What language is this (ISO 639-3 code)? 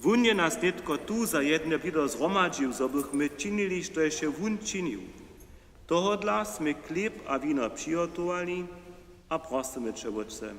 hsb